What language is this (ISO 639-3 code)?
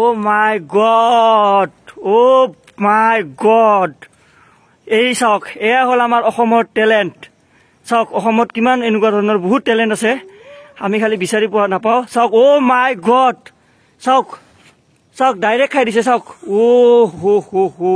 asm